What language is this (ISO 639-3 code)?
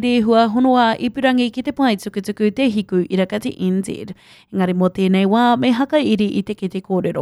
mri